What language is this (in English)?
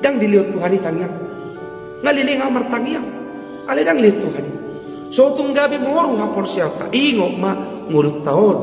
Batak Toba